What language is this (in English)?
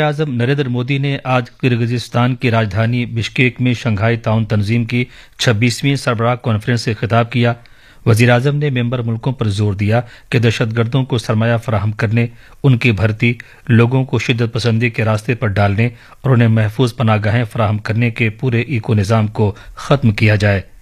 Urdu